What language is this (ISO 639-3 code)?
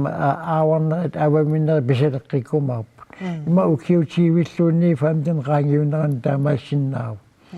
kal